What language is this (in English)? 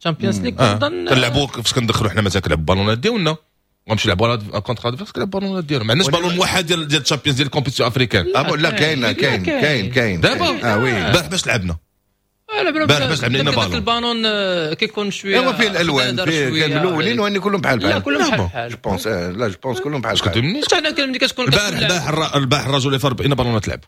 Moroccan Arabic